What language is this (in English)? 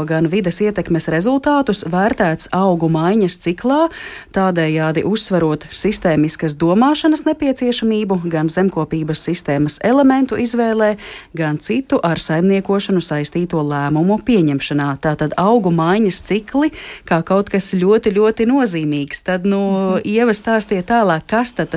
Latvian